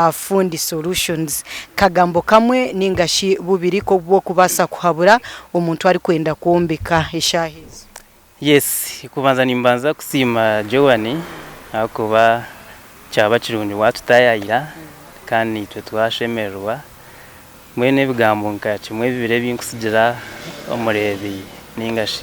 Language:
Nyankole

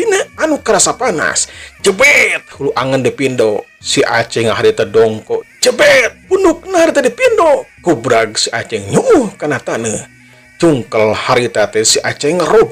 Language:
Sundanese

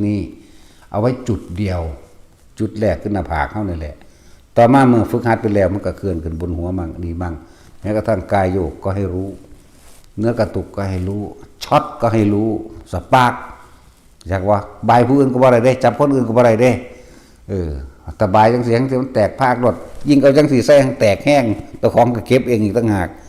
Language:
Northeastern Thai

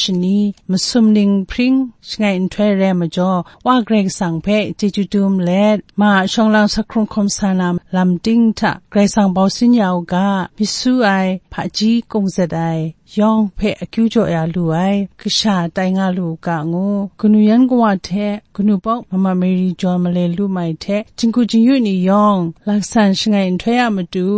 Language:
Kachin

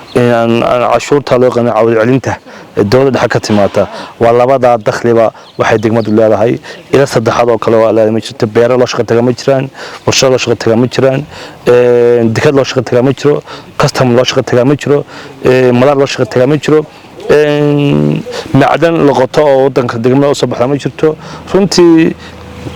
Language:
Somali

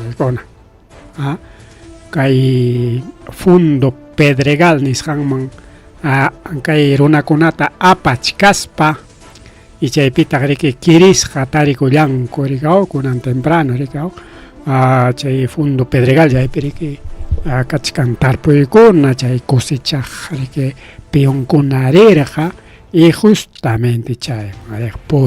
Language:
Ayacucho Quechua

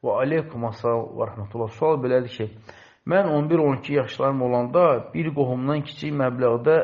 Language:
Azerbaijani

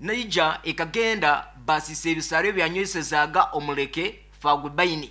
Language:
Nyoro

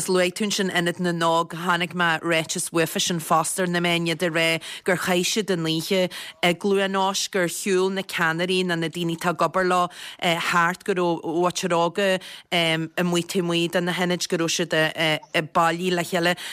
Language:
Irish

